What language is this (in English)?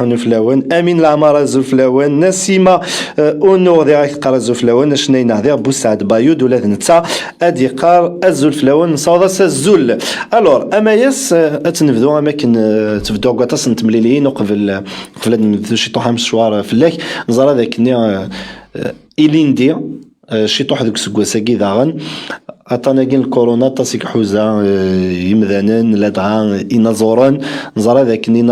Kabyle